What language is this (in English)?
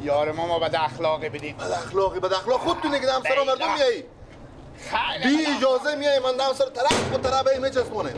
Persian